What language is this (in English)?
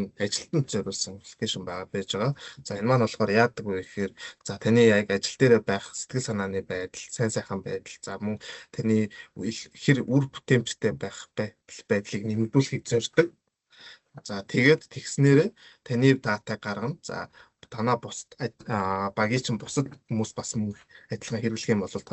Mongolian